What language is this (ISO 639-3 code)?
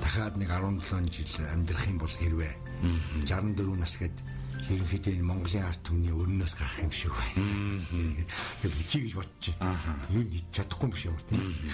mon